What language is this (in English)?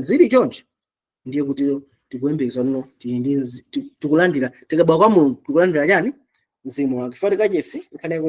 Nyanja